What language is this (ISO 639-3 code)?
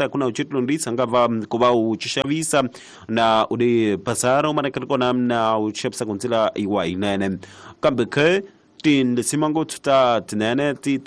tso